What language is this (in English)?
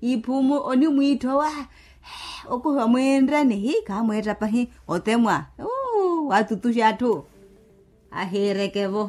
Makhuwa